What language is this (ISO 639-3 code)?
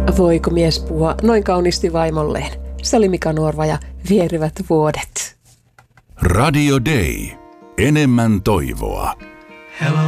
fin